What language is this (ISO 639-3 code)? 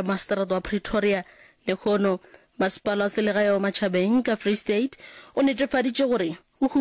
nso